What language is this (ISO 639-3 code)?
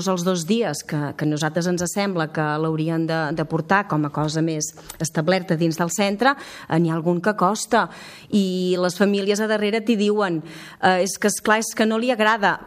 cat